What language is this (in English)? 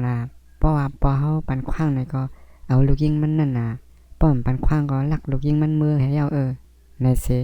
Shan